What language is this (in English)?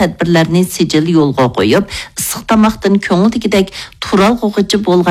Uyghur